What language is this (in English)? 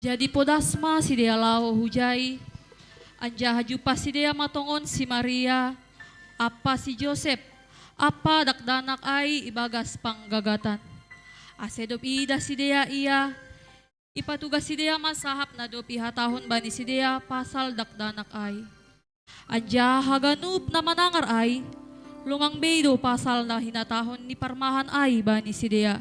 Batak Simalungun